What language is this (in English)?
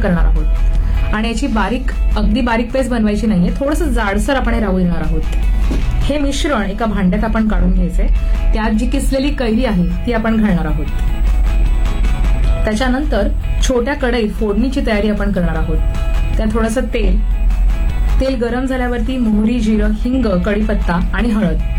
Marathi